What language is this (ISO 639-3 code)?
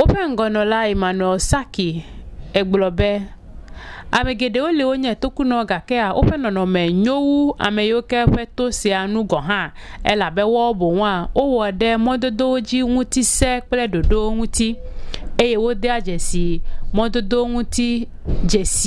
ewe